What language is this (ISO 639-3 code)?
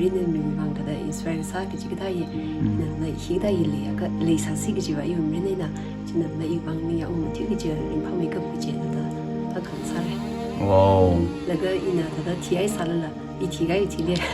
nmf